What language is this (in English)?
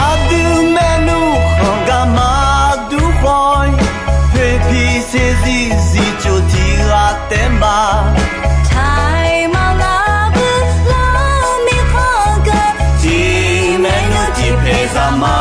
Akha